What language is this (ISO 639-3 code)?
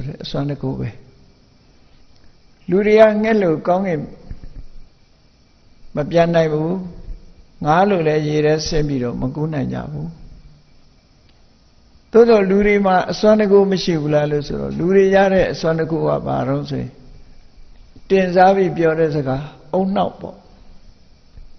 mya